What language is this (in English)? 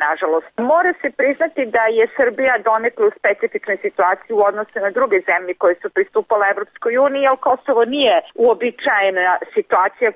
Serbian